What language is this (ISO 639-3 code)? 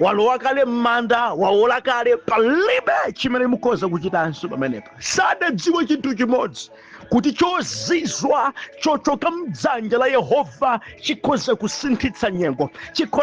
nya